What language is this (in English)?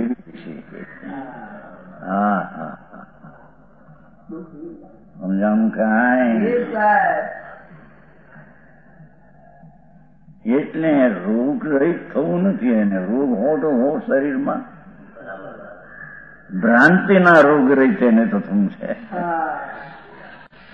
Gujarati